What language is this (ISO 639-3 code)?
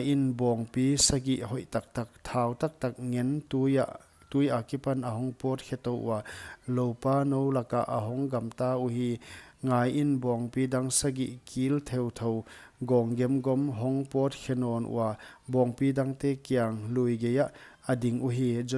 pck